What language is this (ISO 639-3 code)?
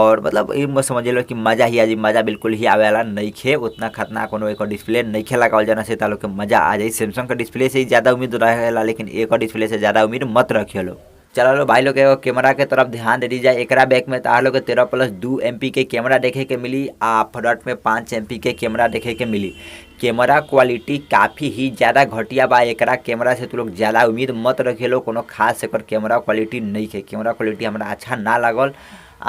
bho